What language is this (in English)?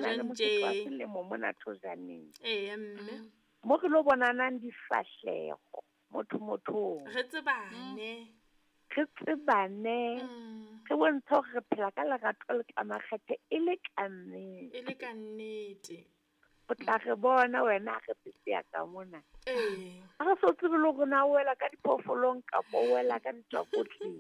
Southern Sotho